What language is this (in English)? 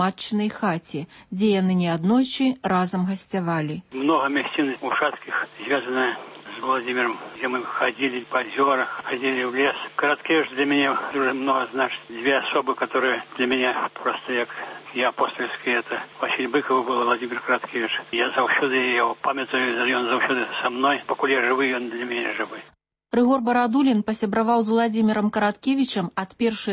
Belarusian